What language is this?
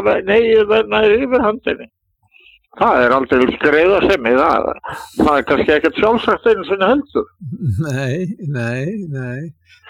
Icelandic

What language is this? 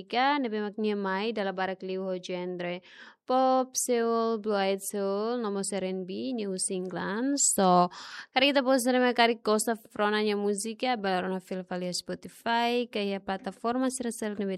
Tetum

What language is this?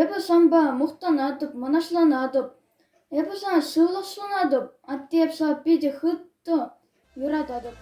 Chuvash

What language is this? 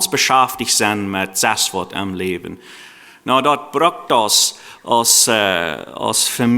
Plautdietsch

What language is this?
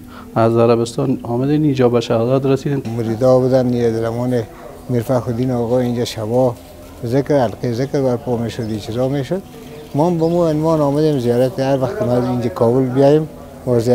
Persian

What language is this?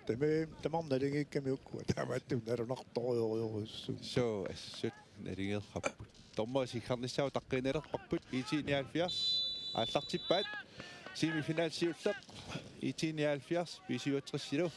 Kalaallisut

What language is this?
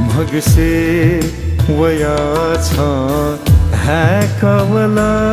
Newari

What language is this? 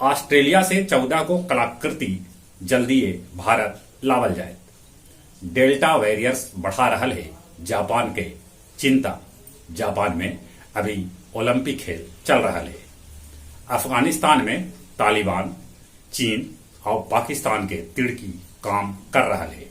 Magahi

